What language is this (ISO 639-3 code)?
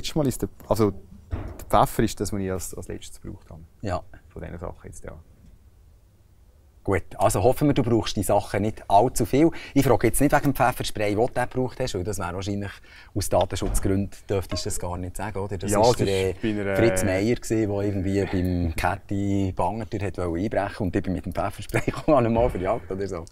deu